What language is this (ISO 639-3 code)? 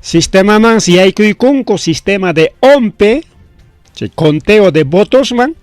quy